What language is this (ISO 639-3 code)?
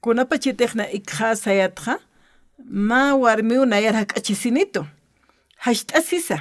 aym